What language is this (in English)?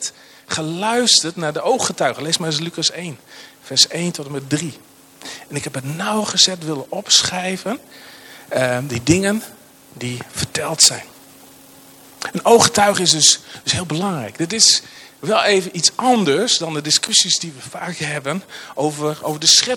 Dutch